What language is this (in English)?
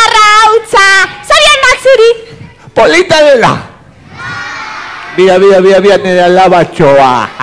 Basque